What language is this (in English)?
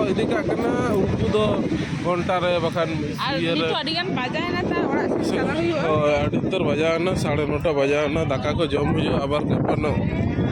Santali